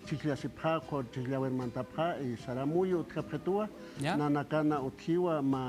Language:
Aymara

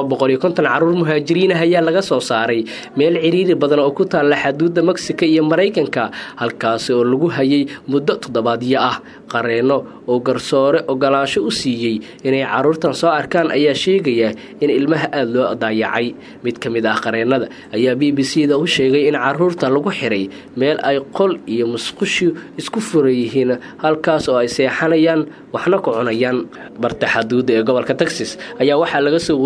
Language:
Somali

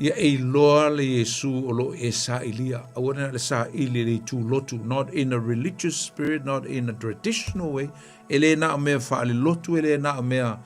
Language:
Samoan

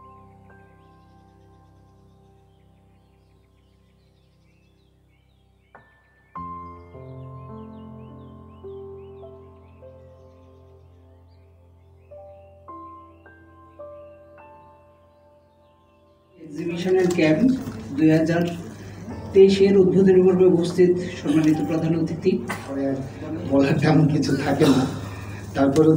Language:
Bangla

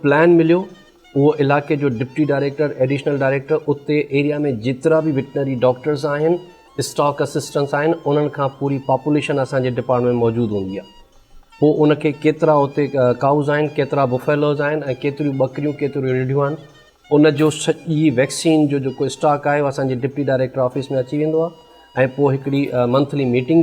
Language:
Sindhi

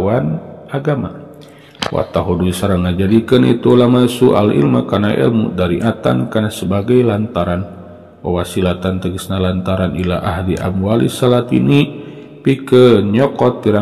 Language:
Sundanese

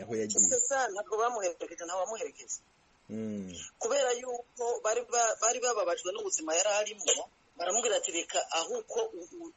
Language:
Kinyarwanda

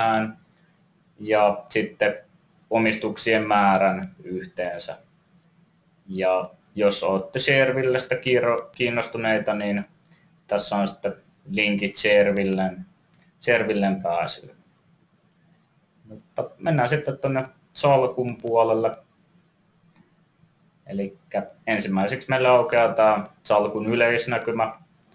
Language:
Finnish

